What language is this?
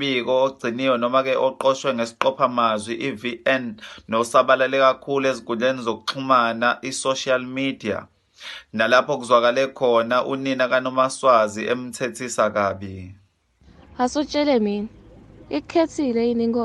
Zulu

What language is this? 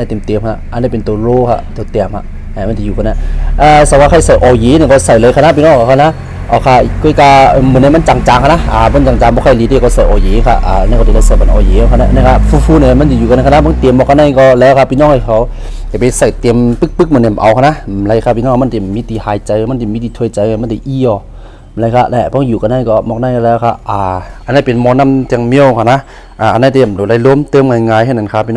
Shan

